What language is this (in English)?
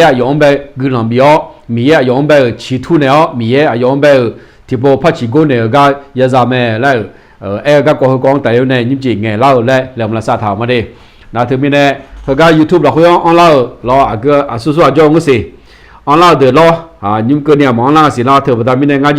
Akha